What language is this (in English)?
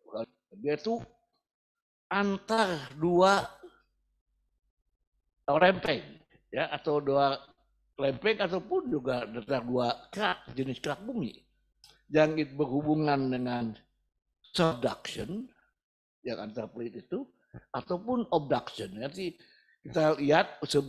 Indonesian